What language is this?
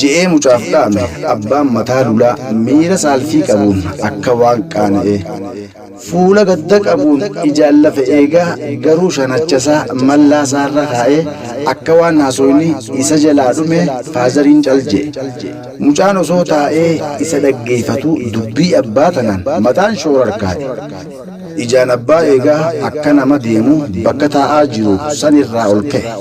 Oromo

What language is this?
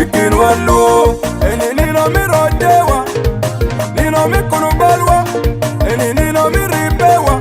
Acoli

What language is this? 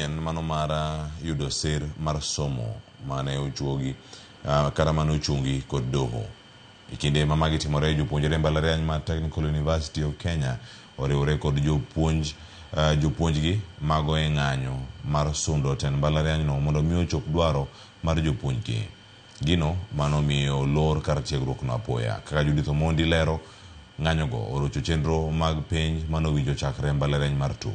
Luo (Kenya and Tanzania)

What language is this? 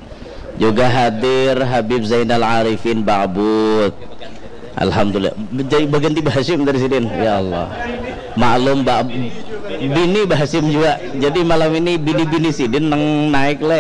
Banjar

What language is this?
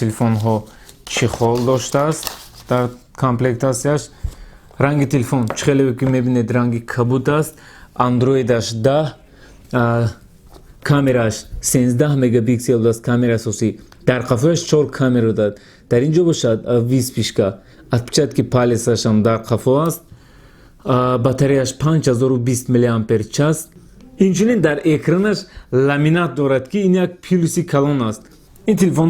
Tajik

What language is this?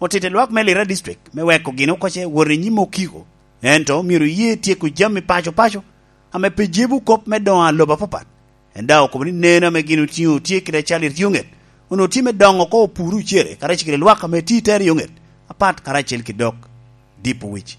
Lango (Uganda)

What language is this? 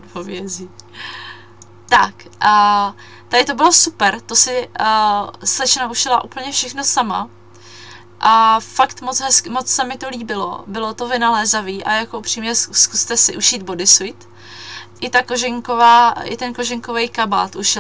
Czech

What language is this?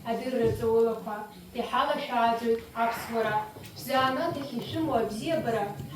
Abkhazian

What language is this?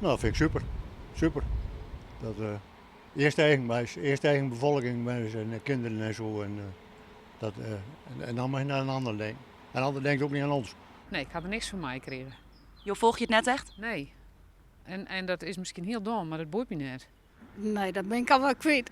Western Frisian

